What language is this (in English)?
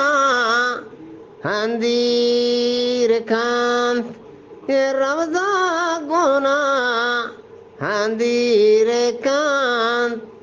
Eastern Balochi